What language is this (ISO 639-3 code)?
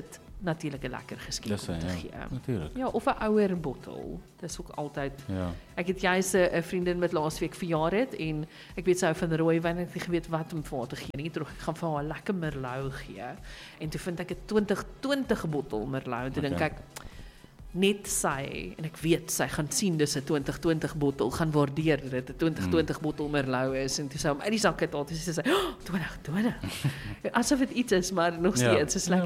afr